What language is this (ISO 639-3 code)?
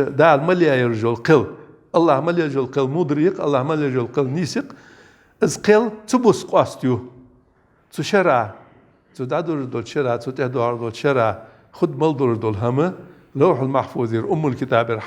inh